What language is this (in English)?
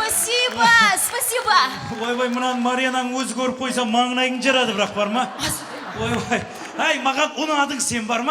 Kara-Kalpak